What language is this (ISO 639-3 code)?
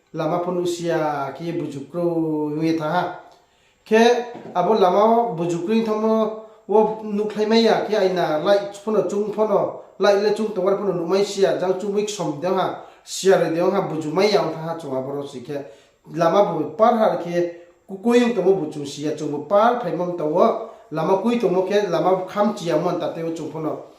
ria